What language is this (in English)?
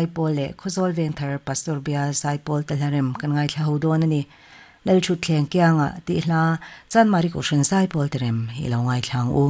Mizo